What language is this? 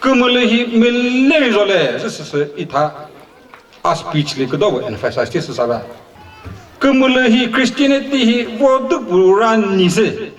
Chokri Naga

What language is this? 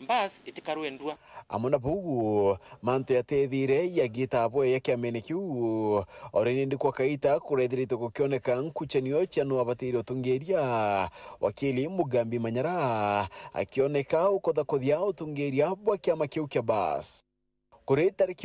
Meru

